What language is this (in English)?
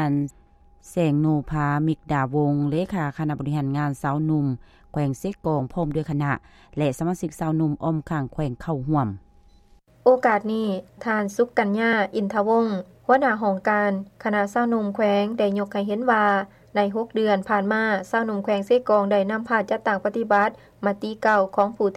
Lao